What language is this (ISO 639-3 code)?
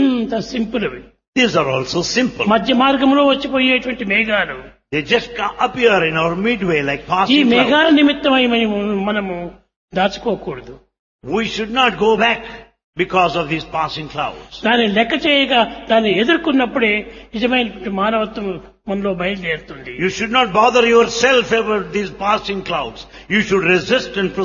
tel